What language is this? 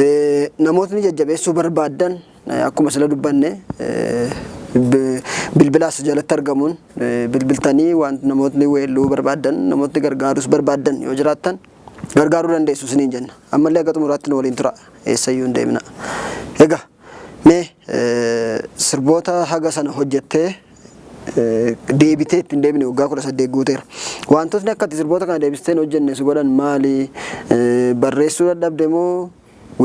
Oromo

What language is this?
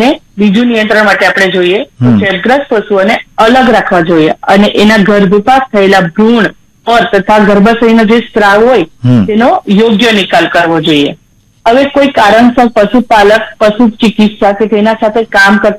Gujarati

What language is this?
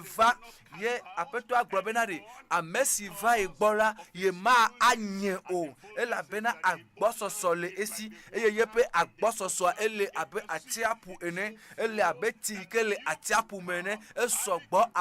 Ewe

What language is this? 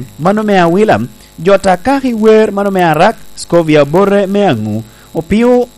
Lango (Uganda)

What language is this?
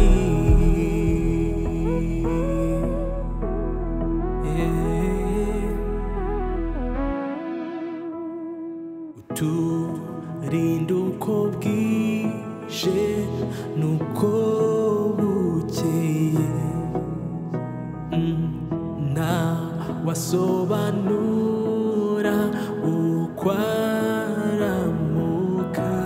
Kinyarwanda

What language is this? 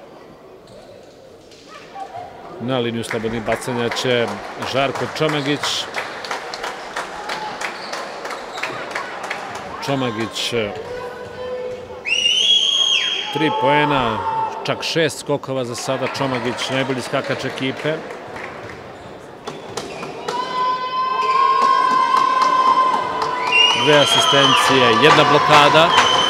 Serbian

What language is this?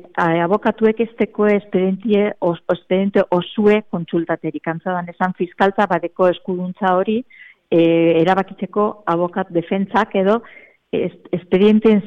Basque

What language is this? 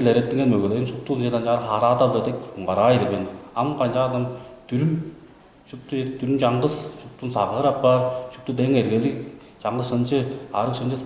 Tuvinian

